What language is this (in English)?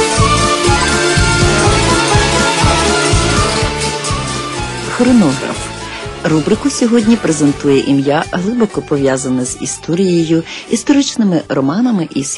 Ukrainian